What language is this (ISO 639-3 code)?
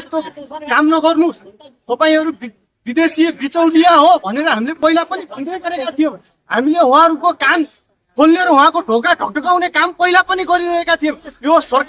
nep